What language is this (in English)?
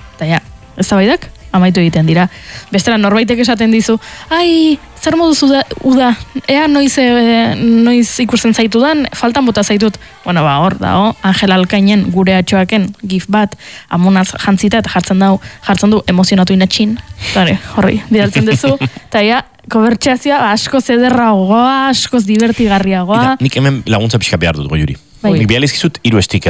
Basque